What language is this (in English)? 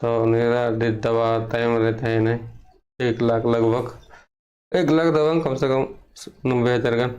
Santali